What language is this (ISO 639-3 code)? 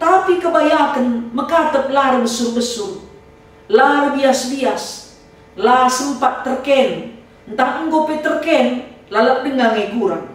btx